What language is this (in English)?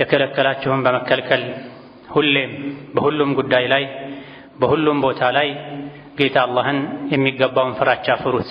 Amharic